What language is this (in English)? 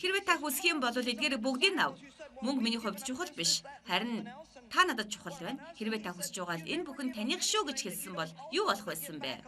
Mongolian